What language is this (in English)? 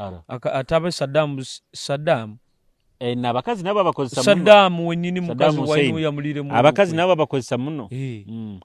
Nyoro